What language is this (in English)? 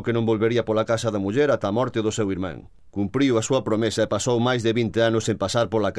Galician